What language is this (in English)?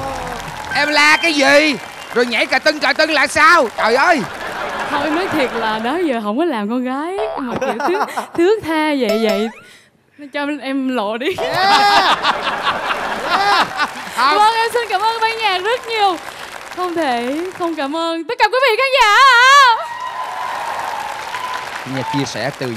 Vietnamese